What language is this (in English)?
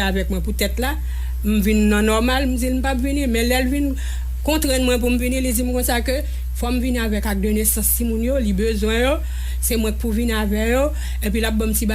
Haitian Creole